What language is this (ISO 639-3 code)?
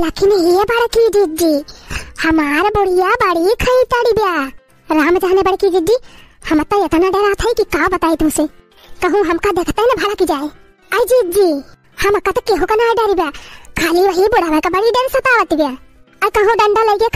awa